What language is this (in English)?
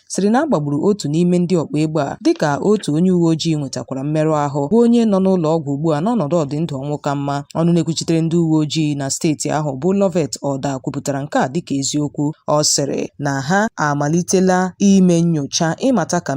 Igbo